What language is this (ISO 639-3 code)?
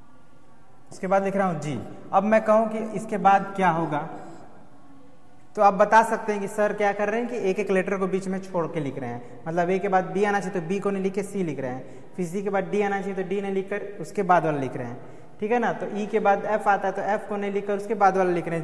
hin